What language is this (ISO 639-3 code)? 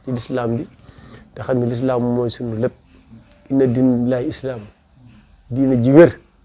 wol